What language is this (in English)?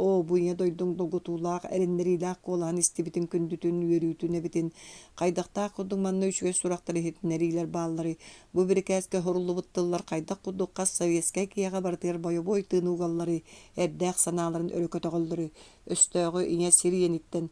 Yakut